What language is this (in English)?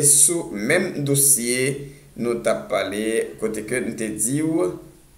Haitian Creole